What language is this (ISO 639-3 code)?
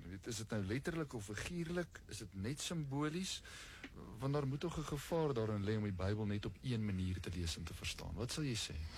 afr